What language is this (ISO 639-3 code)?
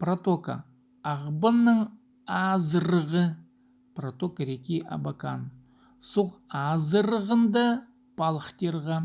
kjh